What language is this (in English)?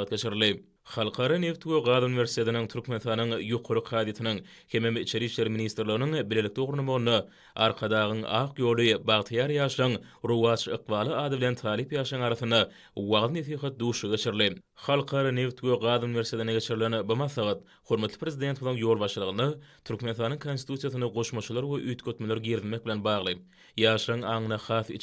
Turkmen